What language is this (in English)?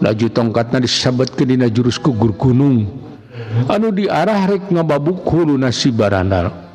Sundanese